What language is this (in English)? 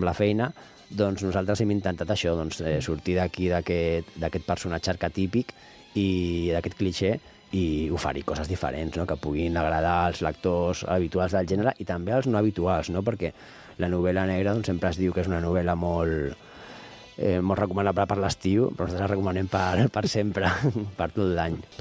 Catalan